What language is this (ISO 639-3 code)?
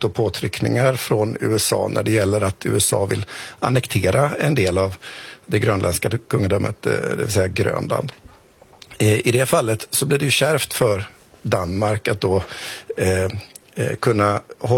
swe